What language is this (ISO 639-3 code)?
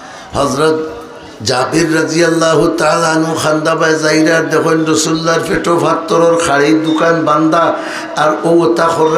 syl